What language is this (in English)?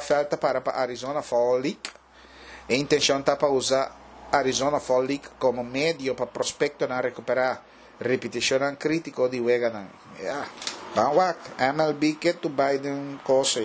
Papiamento